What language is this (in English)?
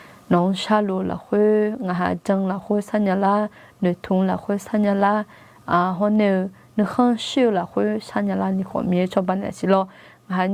Akha